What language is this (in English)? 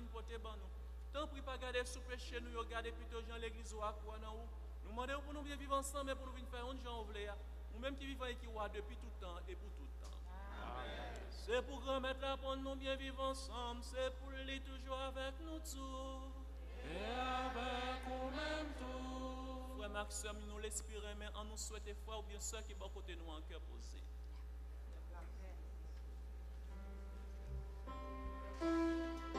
French